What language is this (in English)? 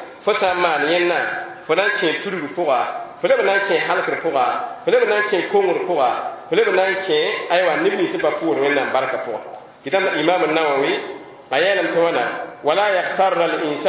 Mossi